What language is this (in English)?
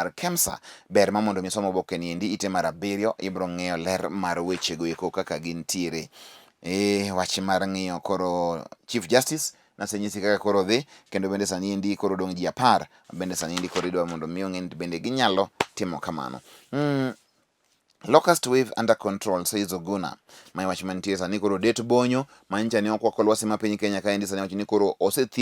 Luo (Kenya and Tanzania)